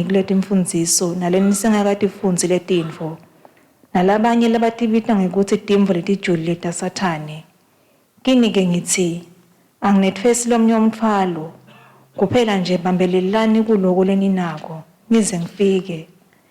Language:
Swati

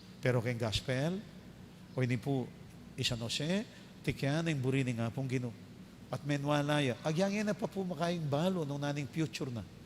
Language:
Pampanga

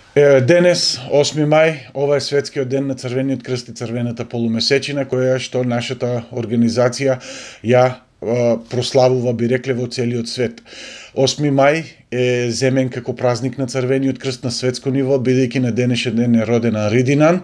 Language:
Macedonian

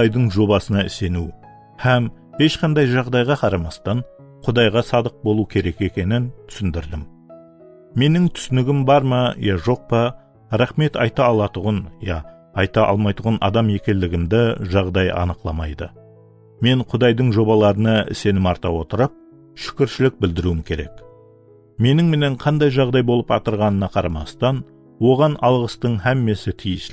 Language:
Kara-Kalpak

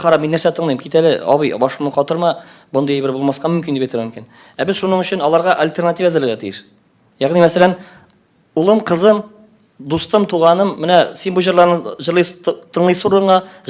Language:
Tatar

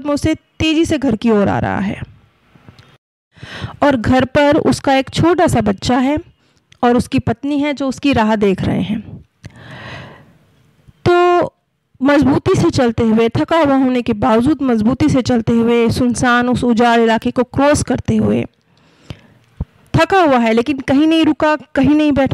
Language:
Hindi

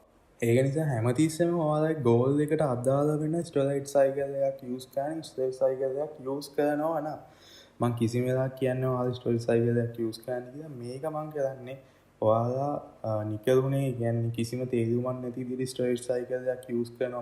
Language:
Sinhala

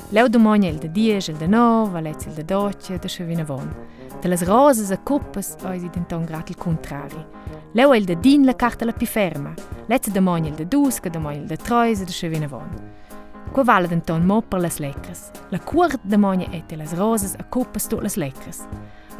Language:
Romansh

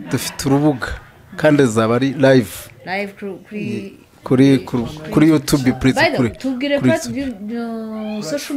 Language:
Kinyarwanda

